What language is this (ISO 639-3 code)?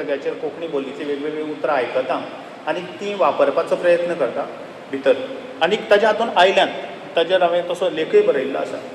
kok